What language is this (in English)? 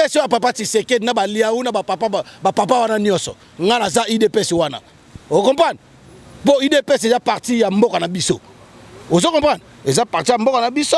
Lingala